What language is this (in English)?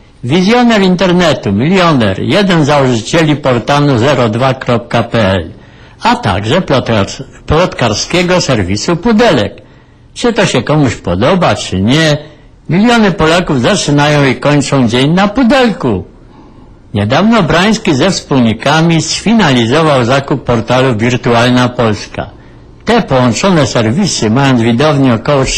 Polish